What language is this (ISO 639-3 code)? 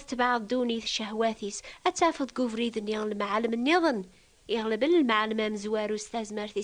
kab